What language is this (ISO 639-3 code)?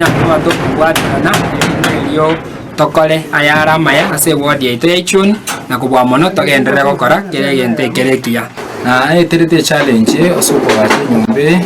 guz